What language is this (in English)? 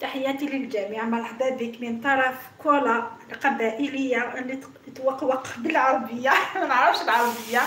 Algerian Arabic